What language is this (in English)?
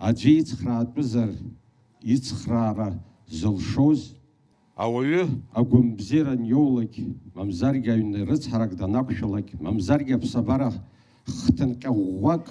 Abkhazian